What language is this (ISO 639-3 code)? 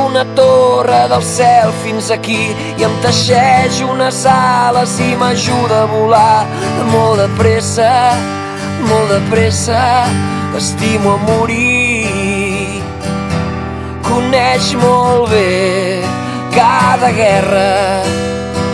cat